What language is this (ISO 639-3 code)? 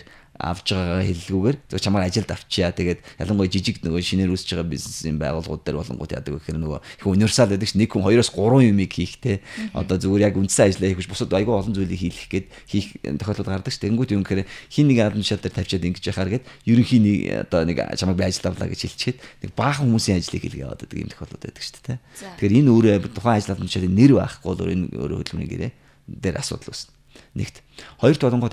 mon